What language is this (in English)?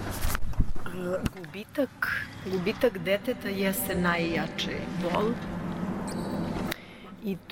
Serbian